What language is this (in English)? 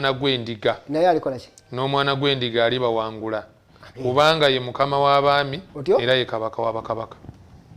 Ganda